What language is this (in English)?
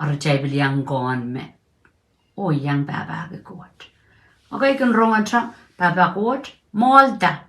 Pohnpeian